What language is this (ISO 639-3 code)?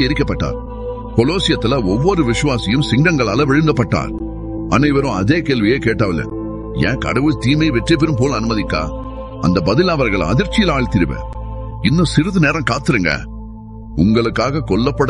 tam